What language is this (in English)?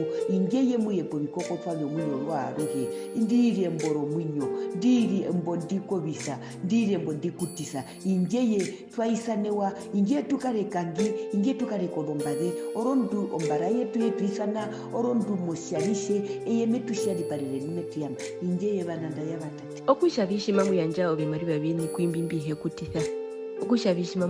Herero